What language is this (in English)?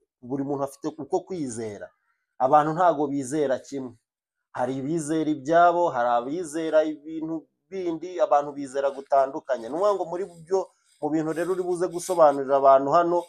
Kinyarwanda